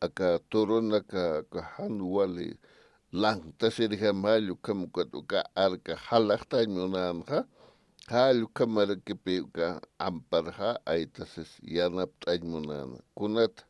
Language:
Aymara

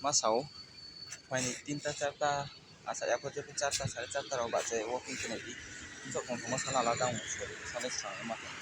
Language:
Kok Borok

